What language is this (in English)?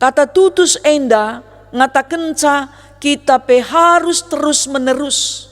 Batak Karo